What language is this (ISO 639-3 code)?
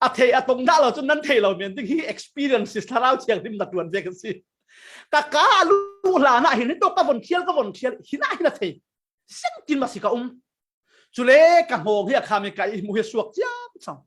cfm